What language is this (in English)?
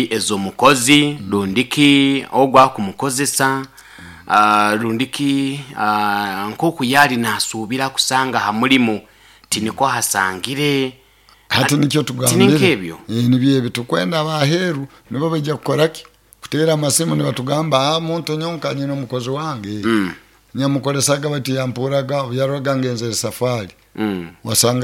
Nyoro